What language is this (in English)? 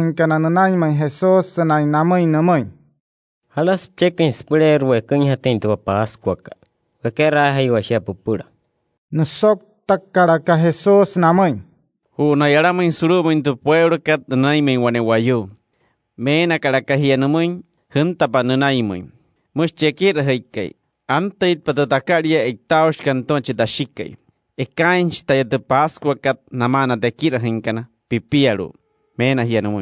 Wayuu